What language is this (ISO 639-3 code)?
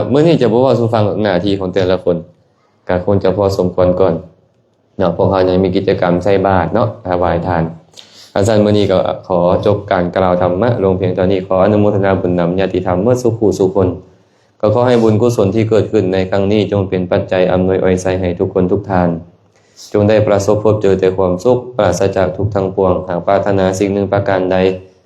lao